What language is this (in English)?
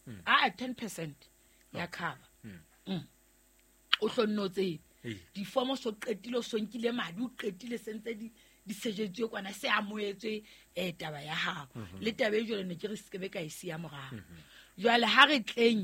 Southern Sotho